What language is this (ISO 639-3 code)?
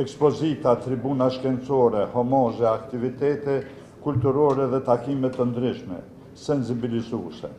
sqi